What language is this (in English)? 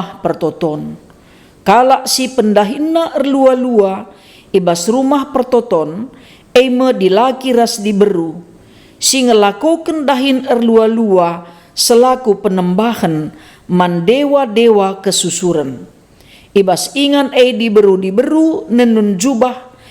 Batak Karo